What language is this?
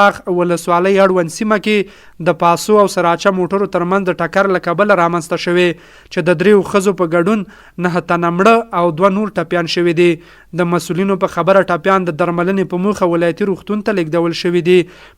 Pashto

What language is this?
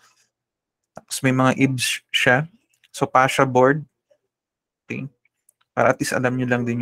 Filipino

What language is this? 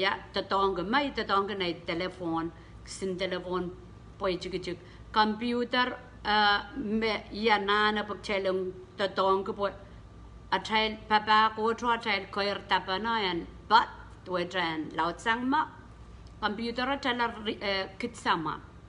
Pohnpeian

